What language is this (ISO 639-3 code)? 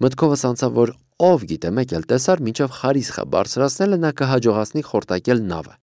hye